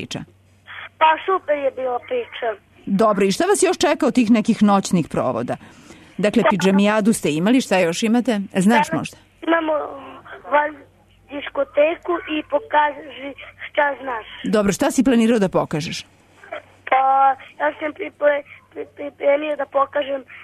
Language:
Serbian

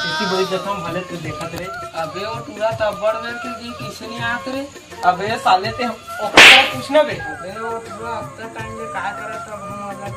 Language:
Chhattisgarhi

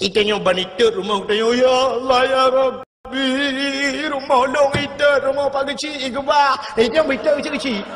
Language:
Achinese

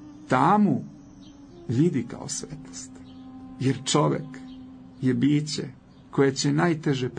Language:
Serbian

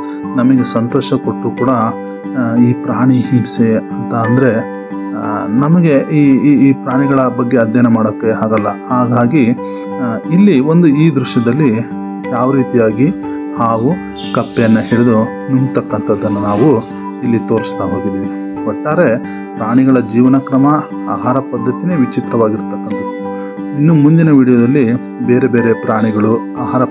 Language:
Kannada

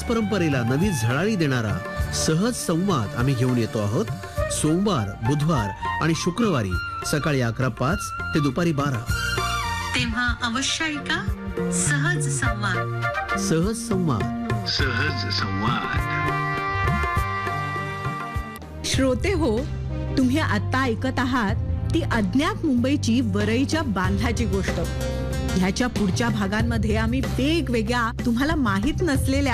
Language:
Marathi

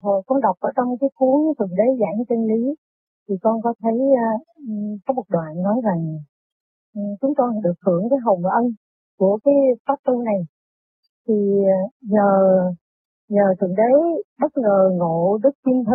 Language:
Vietnamese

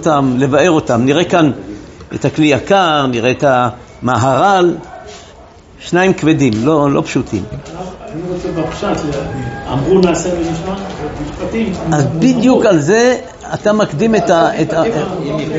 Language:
Hebrew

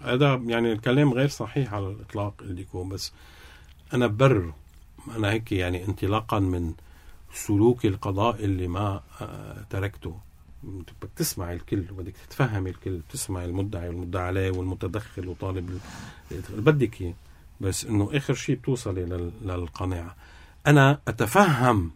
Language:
North Levantine Arabic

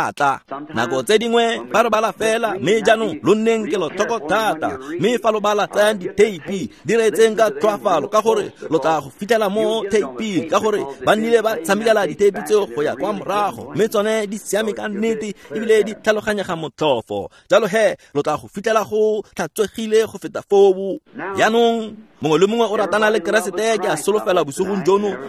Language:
Tswana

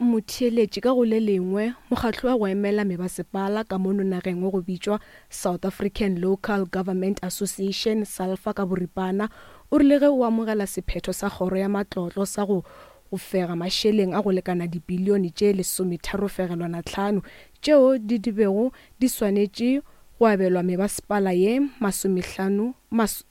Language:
Northern Sotho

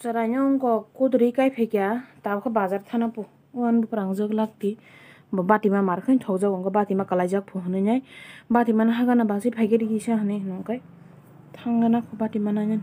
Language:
Kok Borok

